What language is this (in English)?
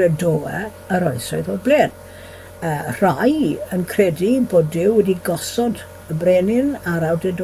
Welsh